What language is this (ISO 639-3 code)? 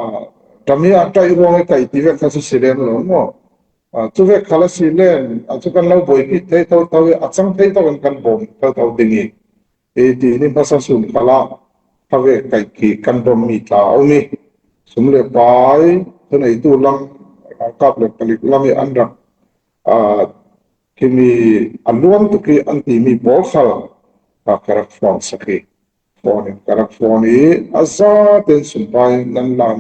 cfm